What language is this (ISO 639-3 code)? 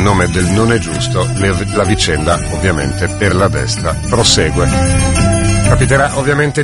ita